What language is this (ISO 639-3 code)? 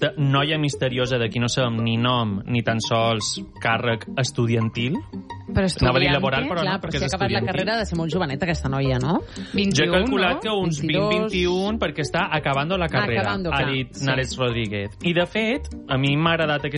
cat